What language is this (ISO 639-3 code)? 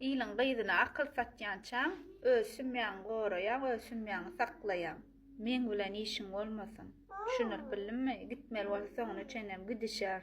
tuk